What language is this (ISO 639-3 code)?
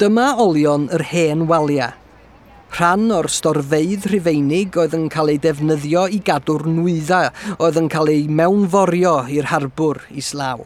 cym